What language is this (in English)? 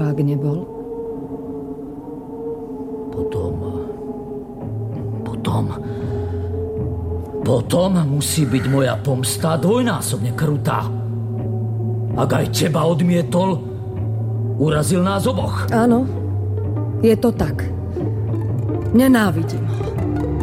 Slovak